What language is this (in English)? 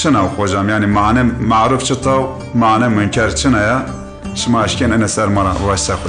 Zaza